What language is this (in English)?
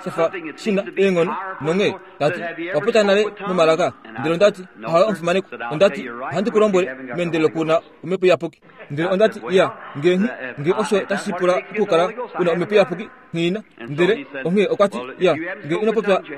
Kuanyama